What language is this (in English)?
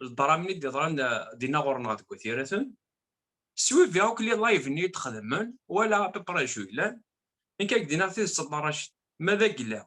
Kabyle